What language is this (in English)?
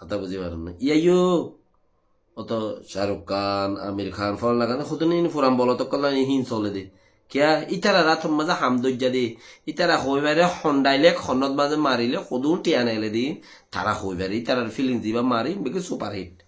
Rohingya